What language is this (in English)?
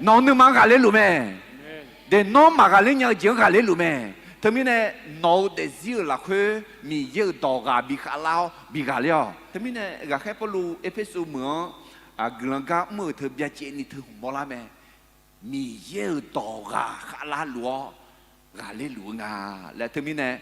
Akha